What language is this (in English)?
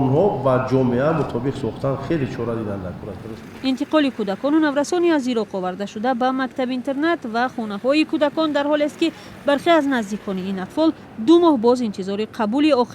Tajik